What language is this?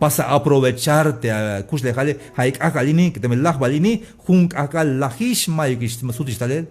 Tzeltal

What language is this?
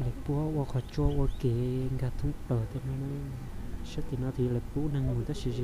Hmong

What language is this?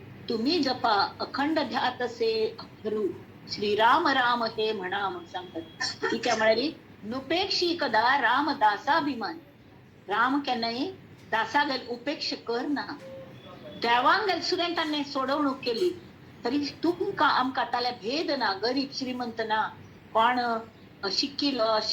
Konkani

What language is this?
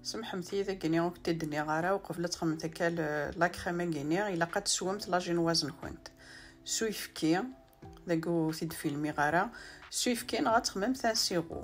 Kabyle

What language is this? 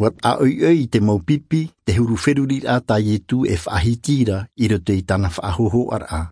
Tahitian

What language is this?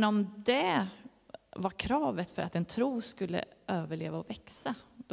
Swedish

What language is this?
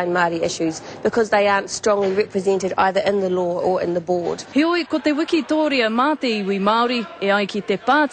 Māori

